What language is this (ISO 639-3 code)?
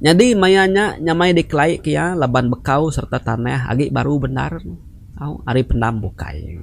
iba